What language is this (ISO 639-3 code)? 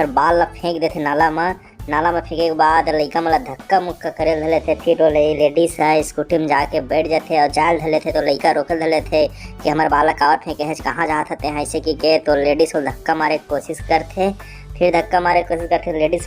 hne